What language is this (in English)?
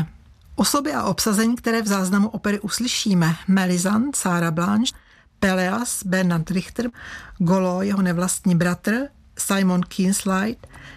Czech